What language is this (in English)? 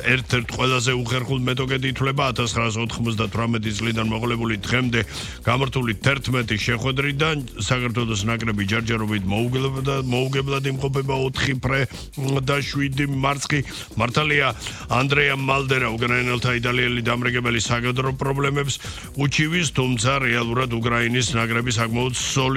Georgian